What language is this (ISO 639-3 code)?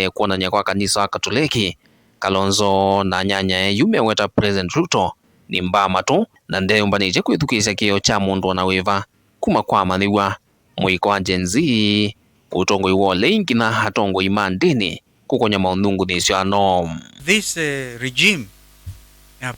kam